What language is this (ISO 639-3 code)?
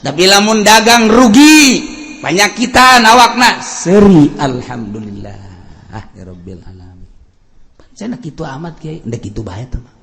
sun